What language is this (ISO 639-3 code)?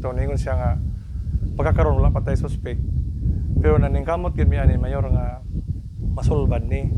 ceb